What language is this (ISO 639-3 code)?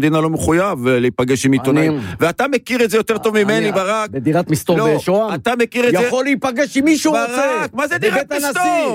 heb